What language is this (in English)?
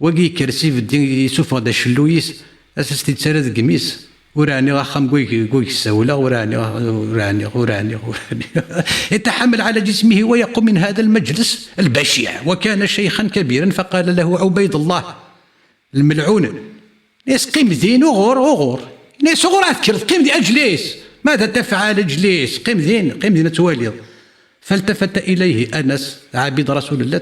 Kabyle